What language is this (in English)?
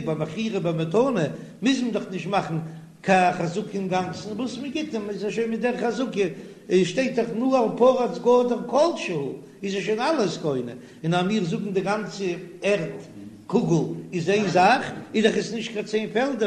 Yiddish